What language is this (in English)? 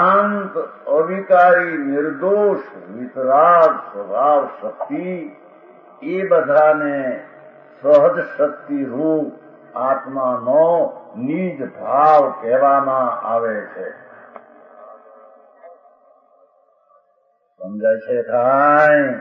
Gujarati